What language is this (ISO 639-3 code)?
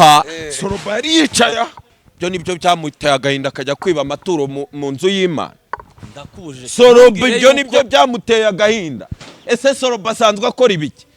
kin